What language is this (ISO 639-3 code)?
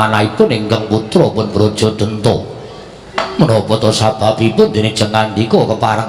jav